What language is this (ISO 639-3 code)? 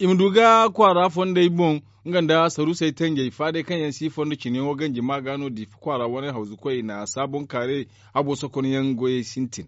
dje